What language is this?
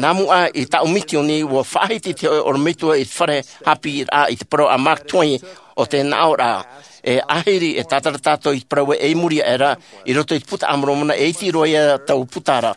Tahitian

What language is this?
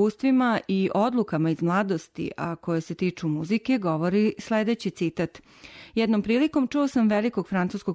Serbian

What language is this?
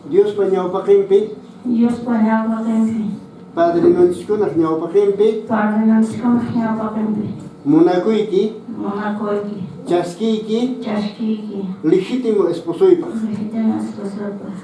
Quechua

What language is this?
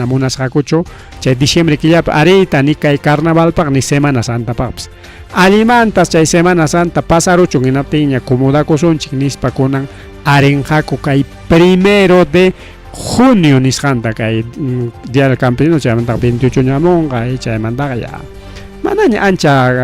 Ayacucho Quechua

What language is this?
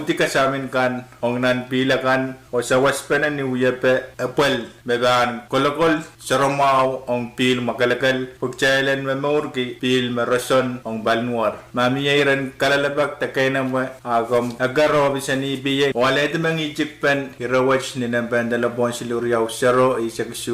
Pohnpeian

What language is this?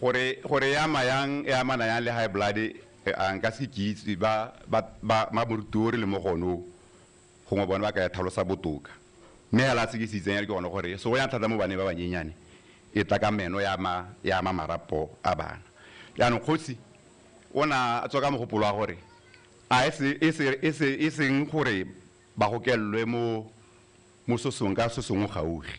Tswana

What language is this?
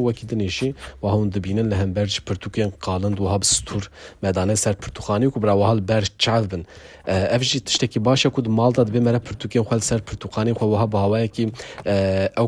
Kurdish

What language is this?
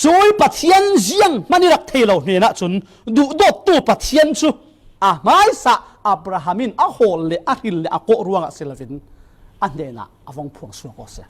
Falam Chin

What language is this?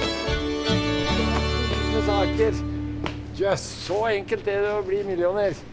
Norwegian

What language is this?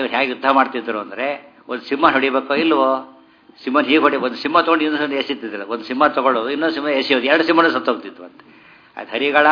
Kannada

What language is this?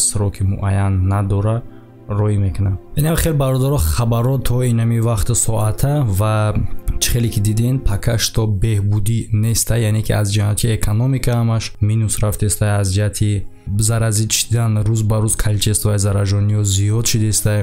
Tajik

